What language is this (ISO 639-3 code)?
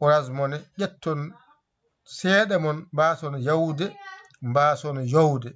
ful